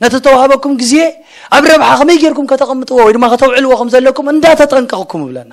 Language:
Tigrinya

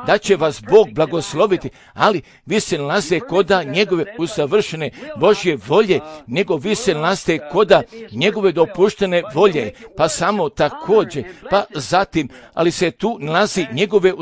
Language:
Croatian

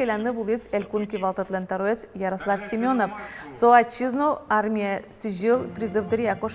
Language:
Udmurt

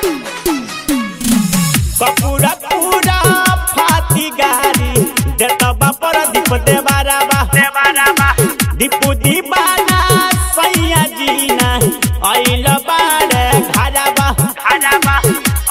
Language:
Bhojpuri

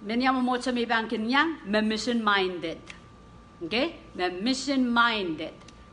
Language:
Pohnpeian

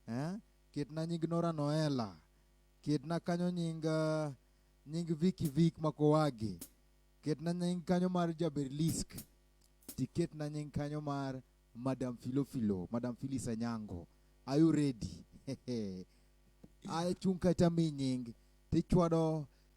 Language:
Luo (Kenya and Tanzania)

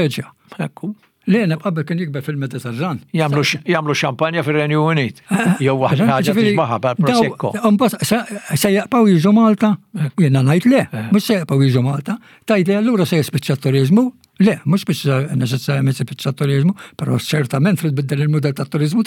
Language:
Maltese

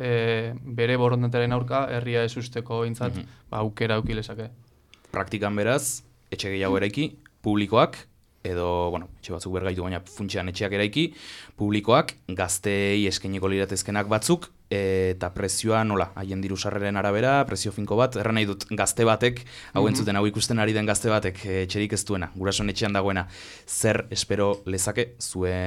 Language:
Basque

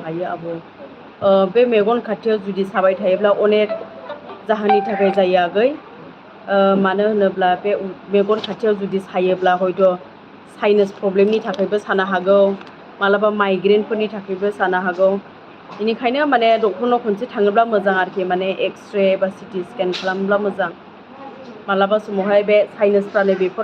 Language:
Bodo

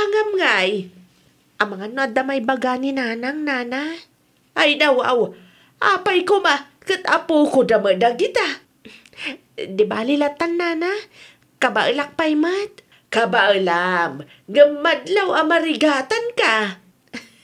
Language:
Iloko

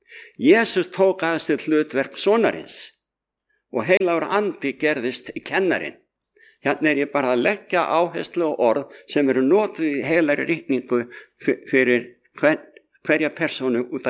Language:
Icelandic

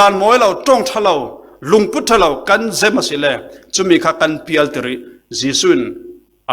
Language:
Falam Chin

